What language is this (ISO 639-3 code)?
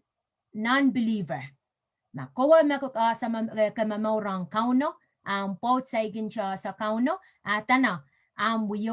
pon